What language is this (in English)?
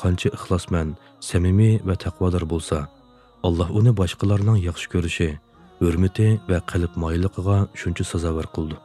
Uyghur